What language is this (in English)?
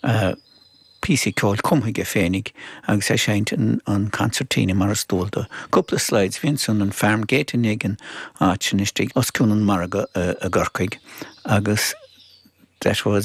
Irish